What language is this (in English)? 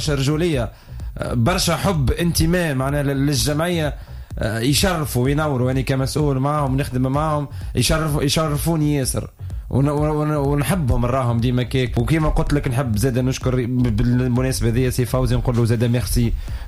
Tunisian Arabic